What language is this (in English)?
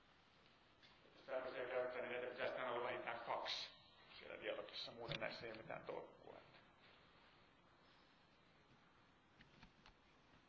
Finnish